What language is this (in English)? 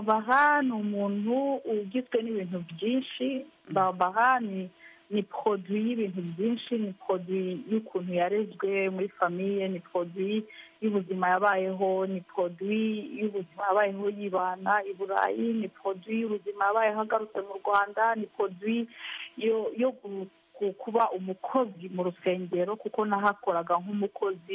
Kinyarwanda